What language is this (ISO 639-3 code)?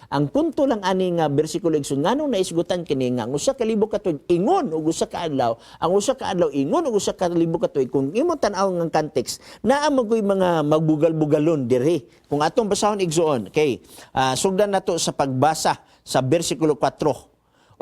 ceb